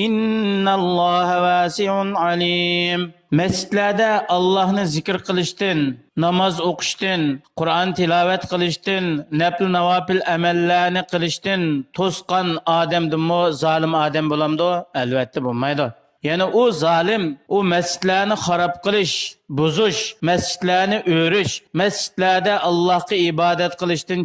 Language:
Uyghur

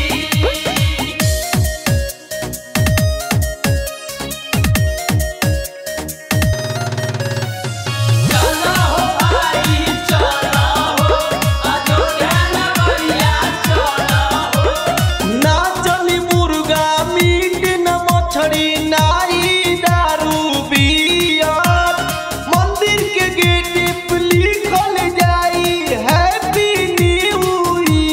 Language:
Bhojpuri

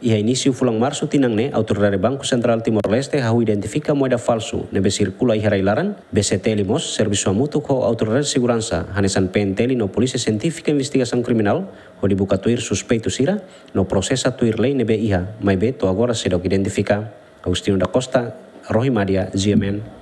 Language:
Tetum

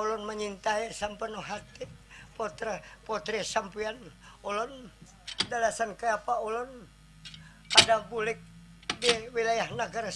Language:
Banjar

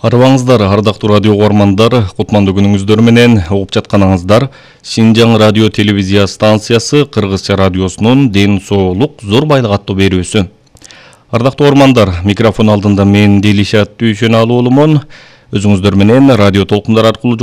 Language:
Kyrgyz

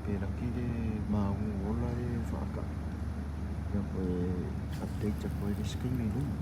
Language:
Samoan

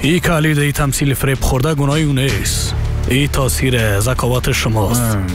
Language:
Persian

